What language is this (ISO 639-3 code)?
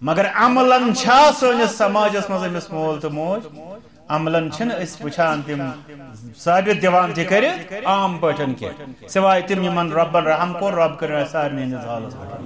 kas